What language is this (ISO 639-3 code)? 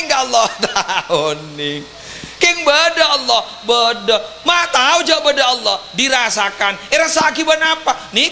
mad